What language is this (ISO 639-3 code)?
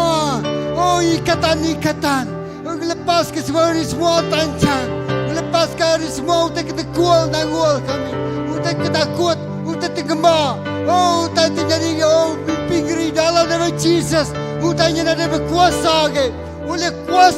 iba